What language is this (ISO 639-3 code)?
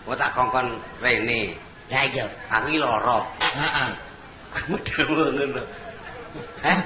jav